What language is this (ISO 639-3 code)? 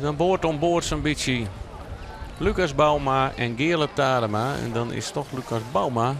fry